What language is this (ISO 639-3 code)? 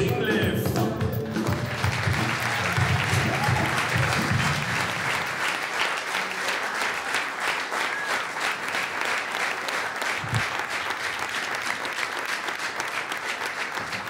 dan